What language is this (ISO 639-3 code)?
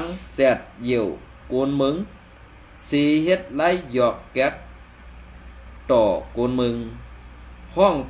shn